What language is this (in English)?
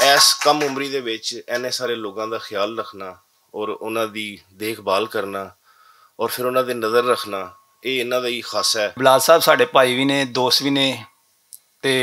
Western Panjabi